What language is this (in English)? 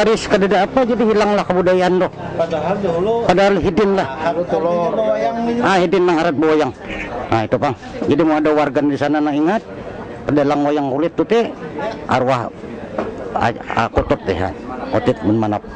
Banjar